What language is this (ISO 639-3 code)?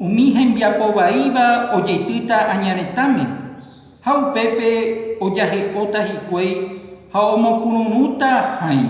grn